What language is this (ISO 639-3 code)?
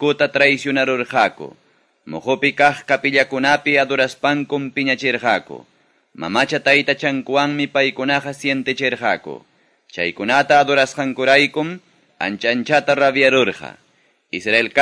que